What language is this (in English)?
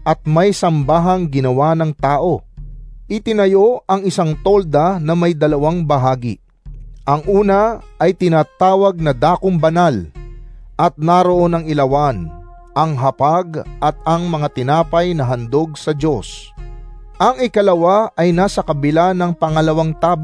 Filipino